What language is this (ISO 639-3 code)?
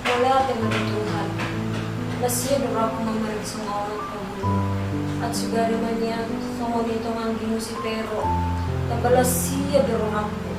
bbc